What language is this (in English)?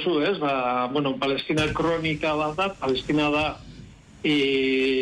Basque